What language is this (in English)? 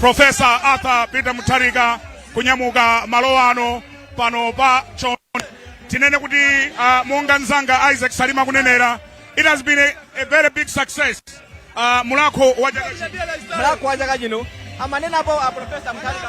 Nyanja